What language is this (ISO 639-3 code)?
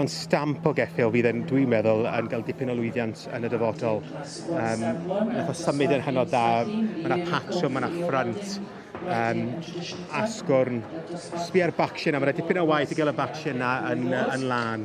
cym